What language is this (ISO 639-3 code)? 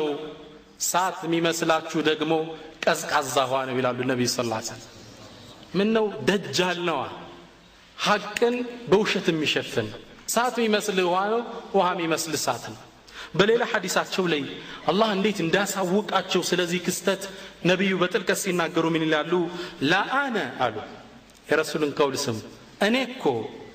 amh